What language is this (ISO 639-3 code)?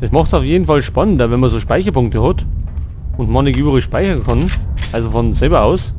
bar